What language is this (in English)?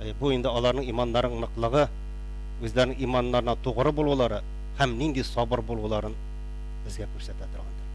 Tatar